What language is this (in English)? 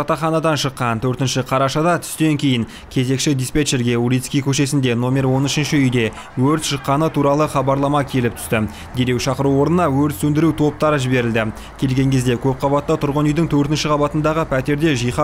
Kazakh